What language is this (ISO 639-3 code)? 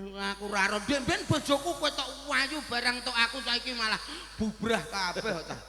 jav